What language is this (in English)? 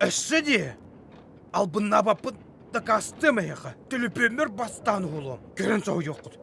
Yakut